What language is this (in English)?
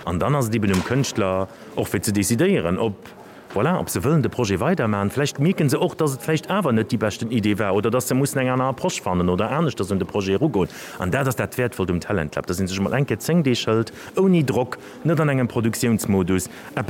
Luxembourgish